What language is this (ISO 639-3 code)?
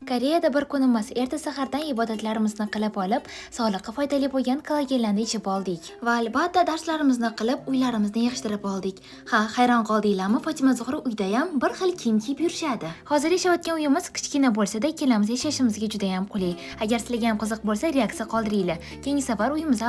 uzb